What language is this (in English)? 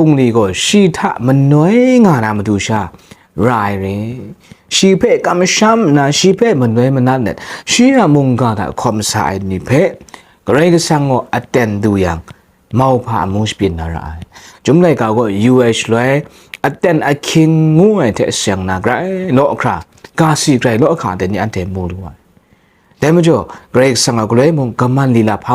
Kachin